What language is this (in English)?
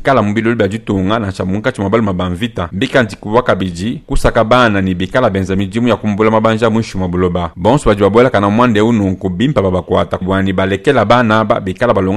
Luba-Lulua